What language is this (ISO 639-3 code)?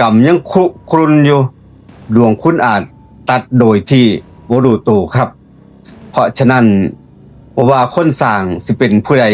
tts